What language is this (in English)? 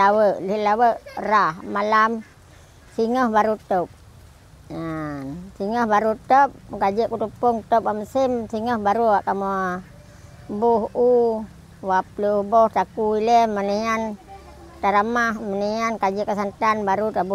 Achinese